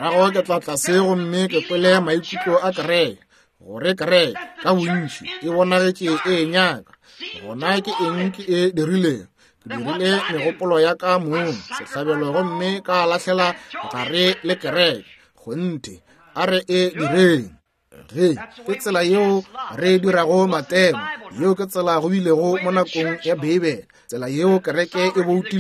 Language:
Northern Sotho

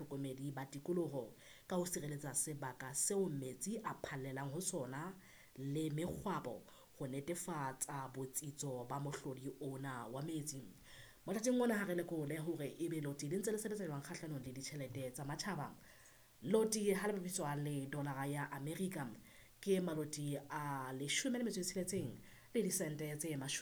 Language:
Southern Sotho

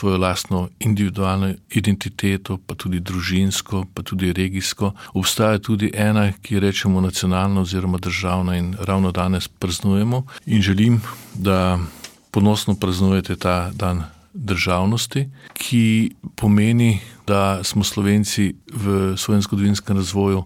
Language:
Slovenian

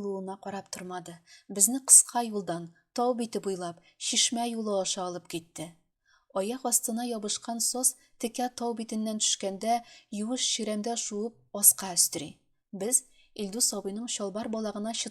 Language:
Tatar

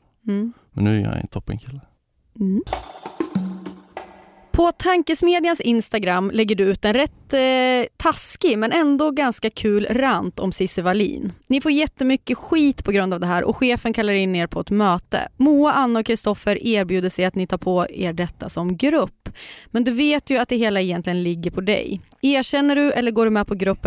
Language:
Swedish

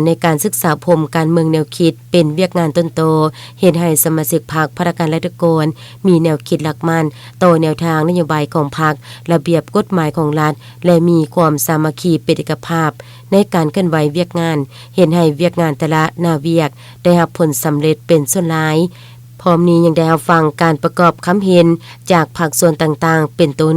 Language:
Lao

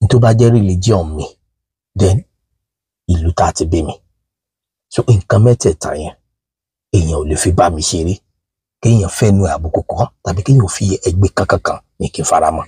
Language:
Yoruba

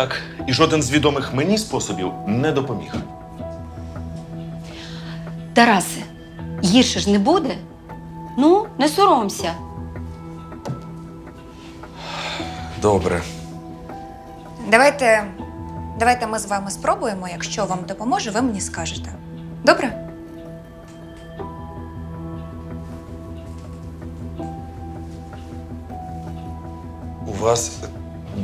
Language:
Ukrainian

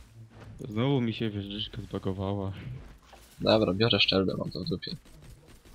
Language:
Polish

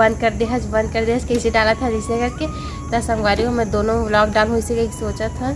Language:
Chhattisgarhi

